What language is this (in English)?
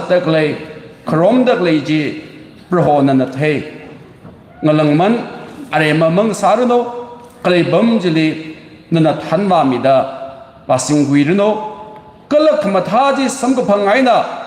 Tangkhul Naga (India)